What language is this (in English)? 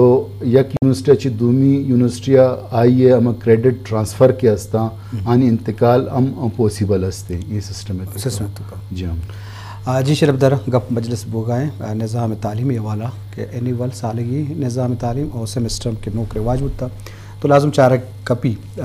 Eastern Balochi